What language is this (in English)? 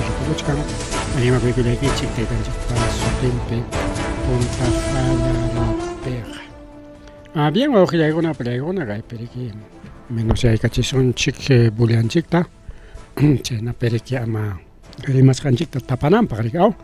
Ayacucho Quechua